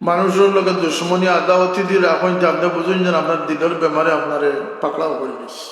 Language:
Sylheti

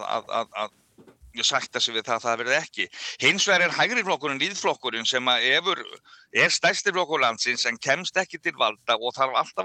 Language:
Icelandic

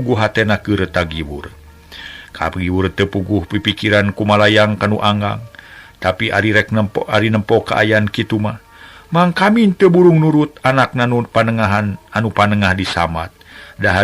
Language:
Sundanese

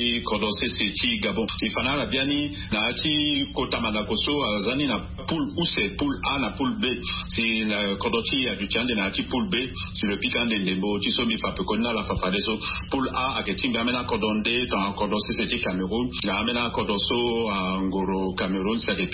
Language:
Sango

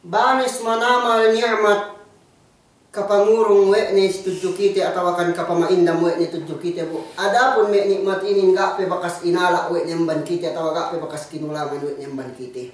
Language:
Yakan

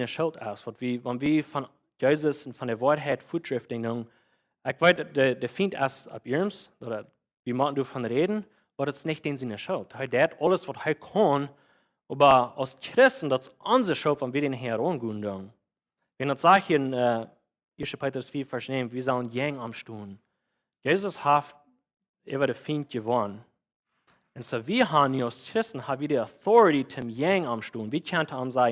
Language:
Plautdietsch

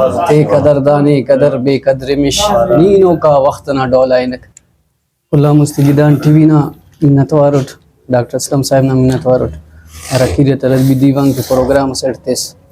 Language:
Brahui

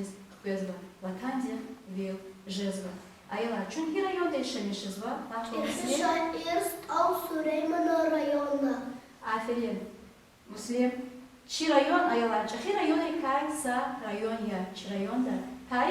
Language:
Lezghian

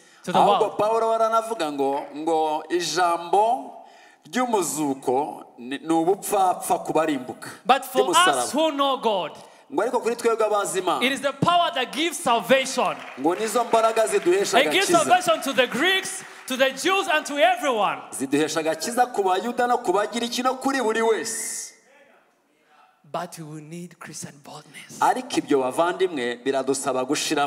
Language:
Kinyarwanda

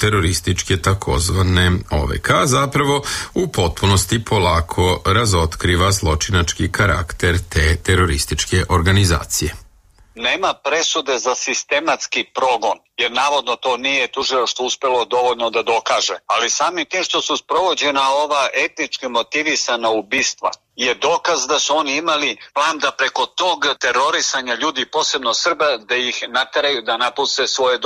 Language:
Serbian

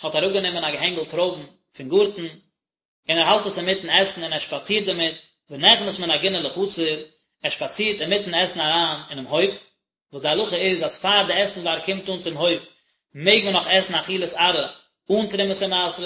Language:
Yiddish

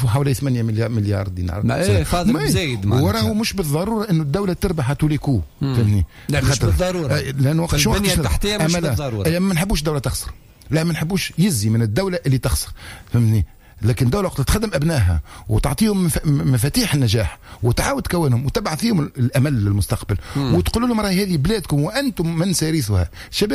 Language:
Tunisian Arabic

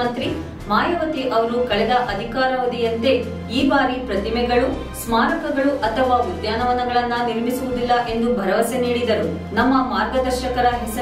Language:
Kannada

